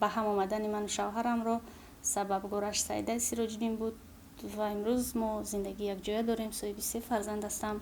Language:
Tajik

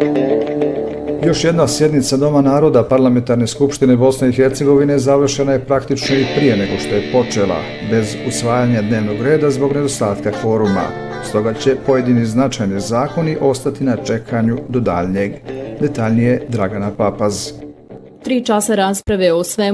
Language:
Bosnian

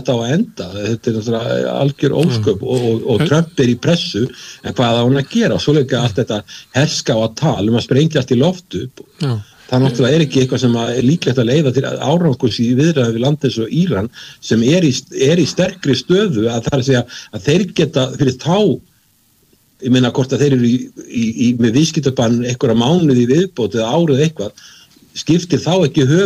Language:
Icelandic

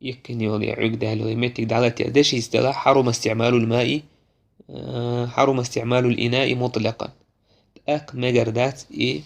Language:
Chechen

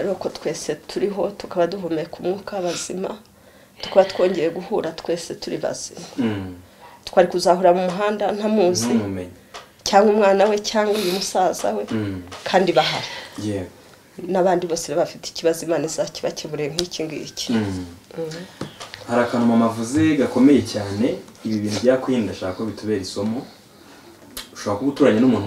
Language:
Kinyarwanda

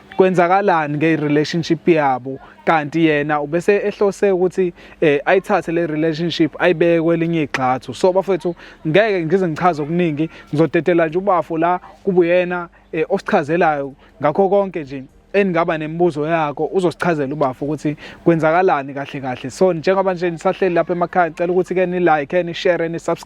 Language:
Zulu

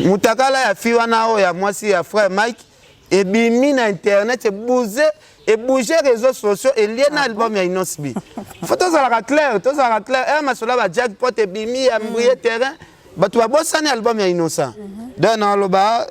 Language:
Lingala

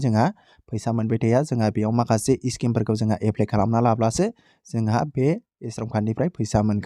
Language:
Bodo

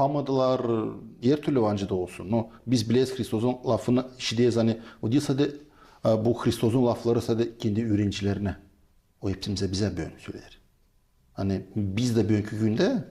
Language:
Gagauz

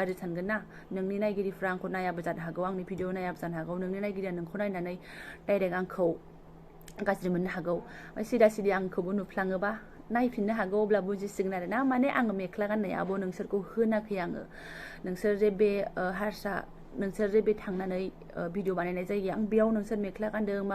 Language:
Bodo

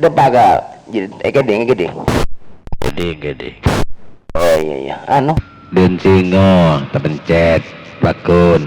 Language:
Madurese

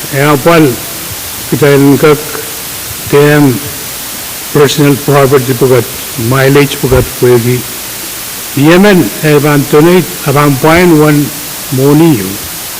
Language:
Pohnpeian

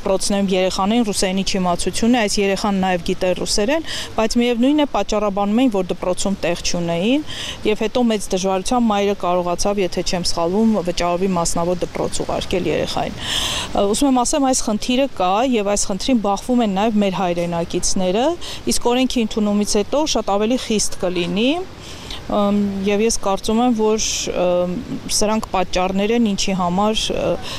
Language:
Armenian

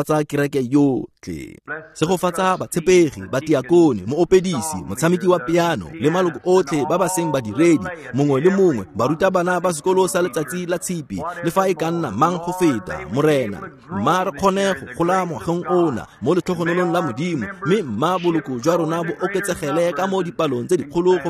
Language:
Tswana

